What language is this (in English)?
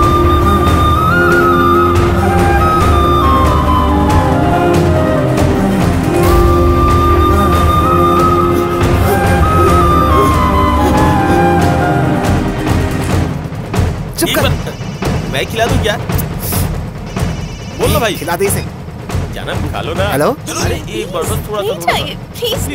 Hindi